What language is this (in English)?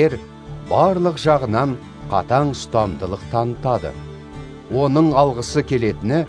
Kazakh